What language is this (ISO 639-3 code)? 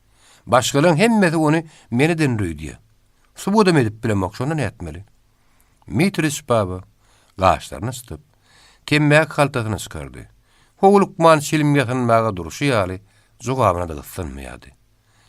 tuk